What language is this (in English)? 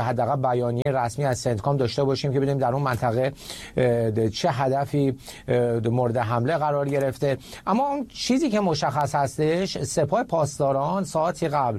Persian